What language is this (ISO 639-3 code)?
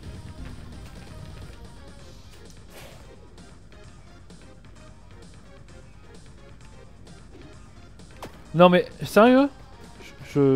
fra